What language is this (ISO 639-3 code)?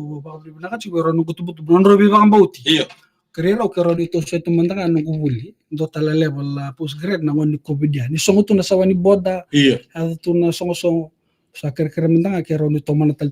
fij